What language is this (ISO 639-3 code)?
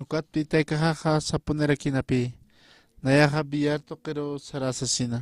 aym